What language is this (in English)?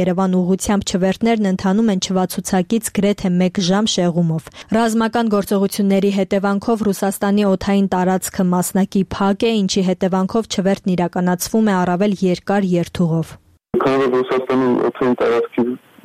Armenian